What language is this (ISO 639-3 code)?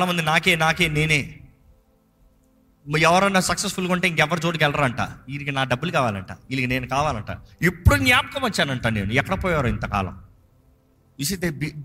tel